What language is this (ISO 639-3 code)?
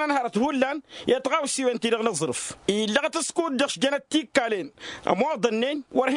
taq